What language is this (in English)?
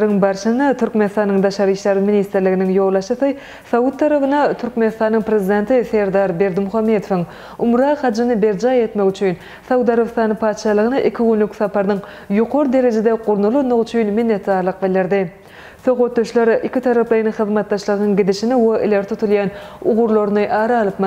Turkmen